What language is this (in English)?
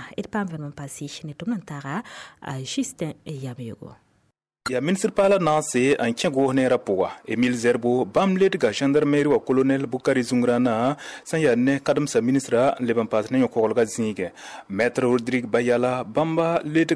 Mossi